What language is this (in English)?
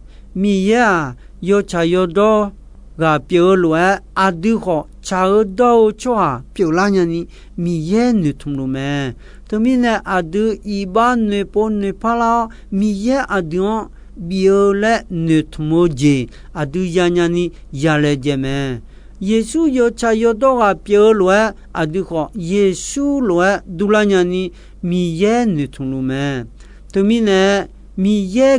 Akha